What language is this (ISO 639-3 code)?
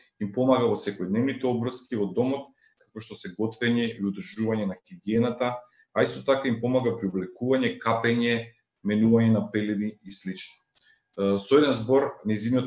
mkd